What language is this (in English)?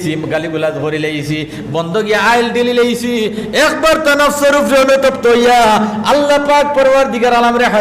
Sylheti